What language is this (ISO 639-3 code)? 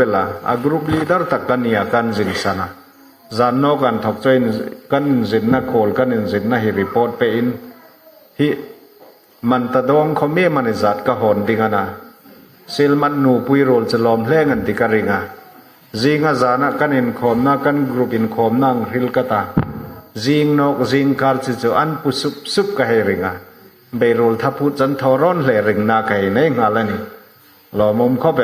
hmr